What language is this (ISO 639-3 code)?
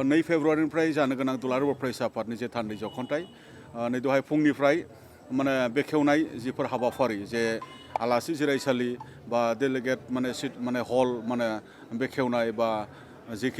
brx